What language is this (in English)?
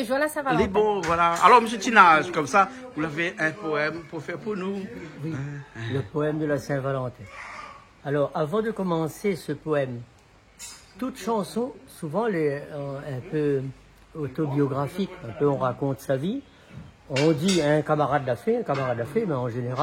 Réunion Creole French